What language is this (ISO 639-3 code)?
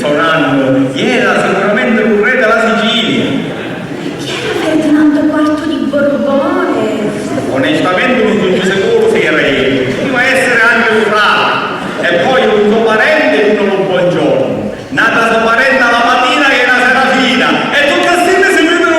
scn